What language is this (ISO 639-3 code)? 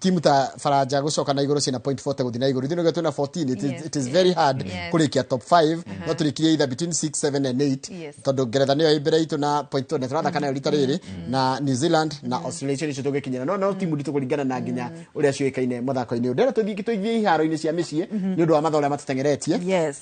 kik